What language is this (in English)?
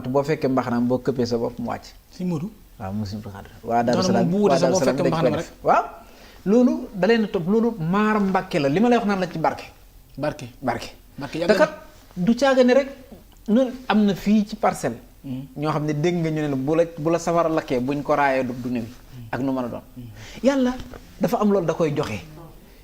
Wolof